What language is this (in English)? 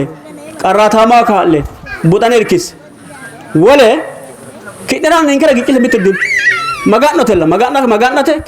Sidamo